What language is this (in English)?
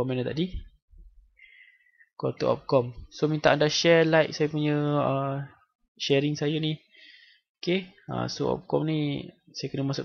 Malay